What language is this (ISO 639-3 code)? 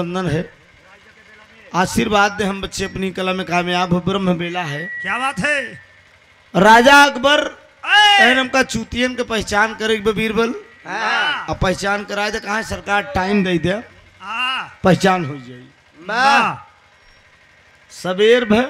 bho